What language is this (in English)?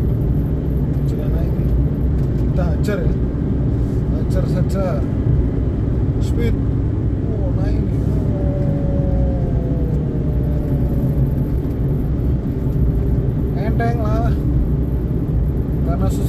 Indonesian